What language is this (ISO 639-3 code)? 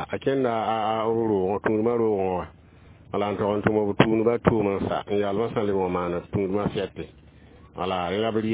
mos